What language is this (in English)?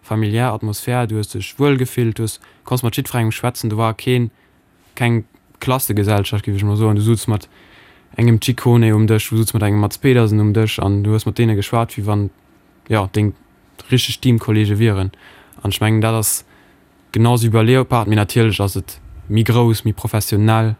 Luxembourgish